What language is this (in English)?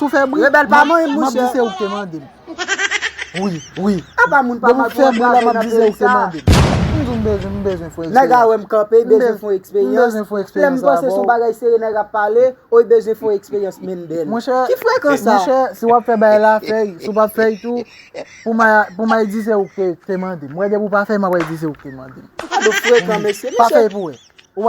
Haitian Creole